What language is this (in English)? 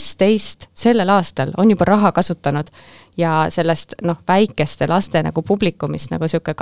Estonian